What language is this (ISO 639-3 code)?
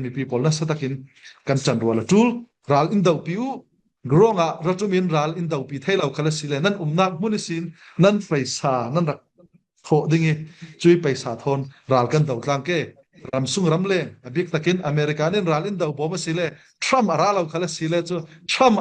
cfm